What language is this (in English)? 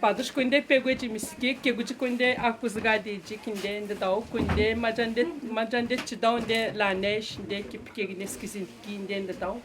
Atikamekw